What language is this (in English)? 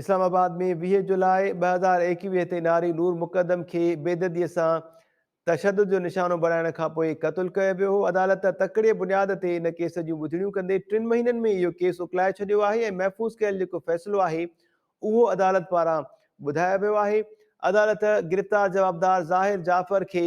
Sindhi